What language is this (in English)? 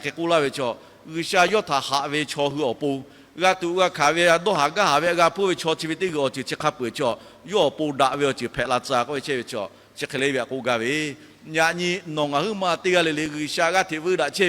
Lahu